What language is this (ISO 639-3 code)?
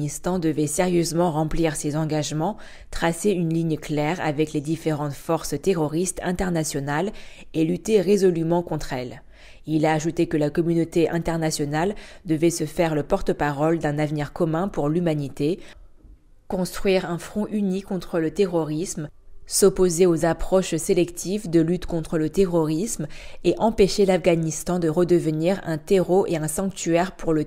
fra